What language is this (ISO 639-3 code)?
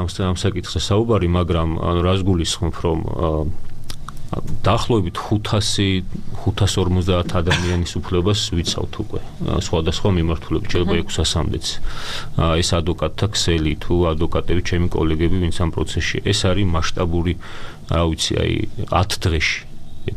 kat